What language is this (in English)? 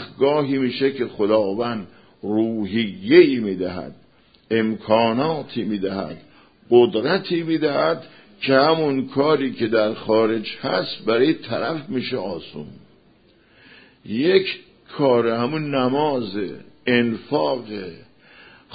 Persian